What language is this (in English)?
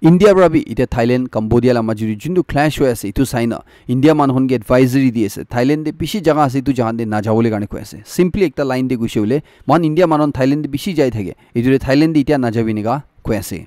Naga Pidgin